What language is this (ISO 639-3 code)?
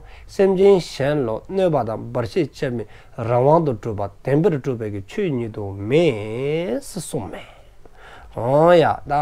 dzo